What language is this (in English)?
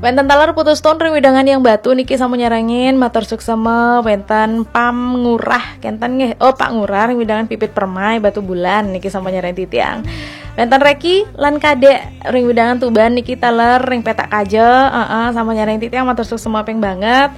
Balinese